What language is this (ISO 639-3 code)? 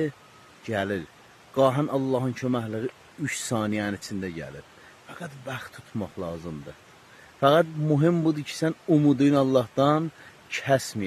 aze